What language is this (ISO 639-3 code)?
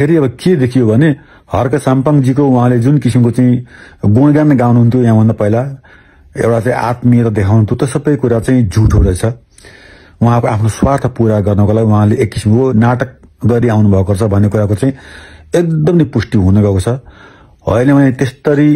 nep